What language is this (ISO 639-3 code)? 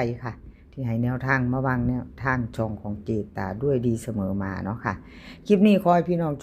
tts